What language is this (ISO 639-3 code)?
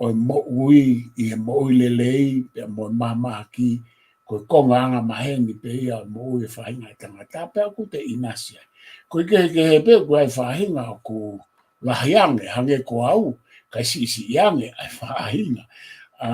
ton